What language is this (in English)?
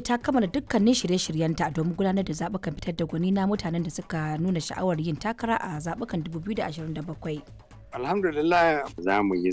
Hausa